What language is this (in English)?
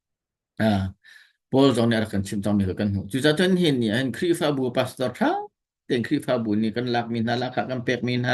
Hakha Chin